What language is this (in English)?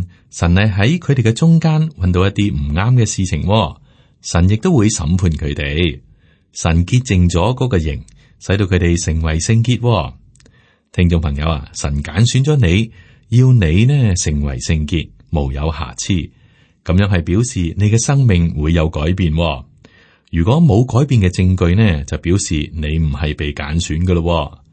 Cantonese